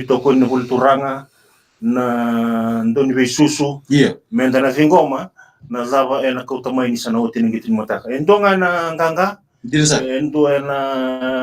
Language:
Fijian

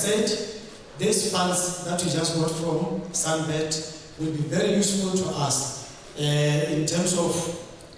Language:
Tswana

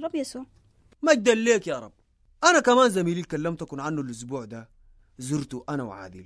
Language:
Sudanese Arabic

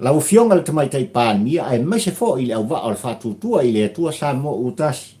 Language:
Samoan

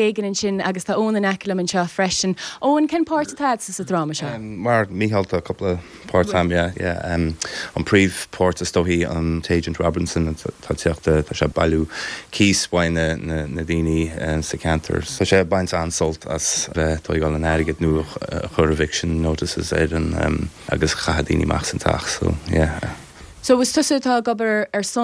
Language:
Irish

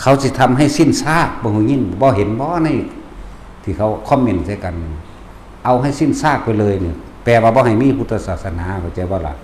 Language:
Northeastern Thai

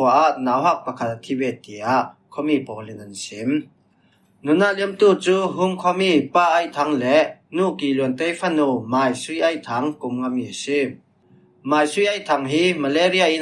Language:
Falam Chin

